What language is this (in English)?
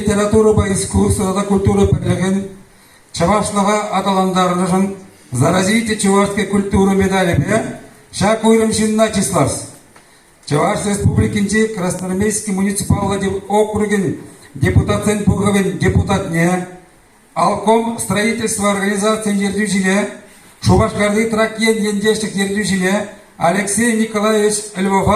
Chuvash